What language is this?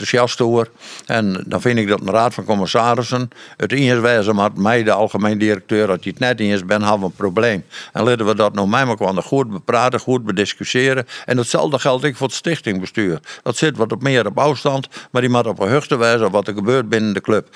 Western Frisian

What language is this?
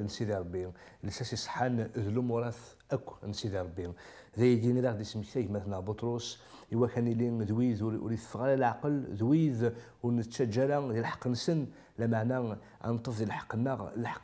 Kabyle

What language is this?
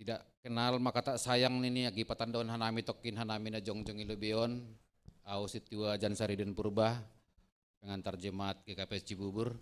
Batak Simalungun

